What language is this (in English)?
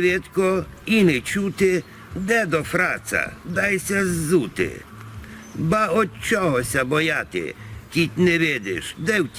Rusyn